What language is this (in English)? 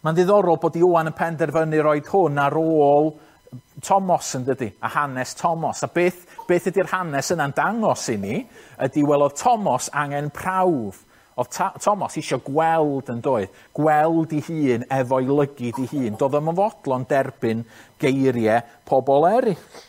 Welsh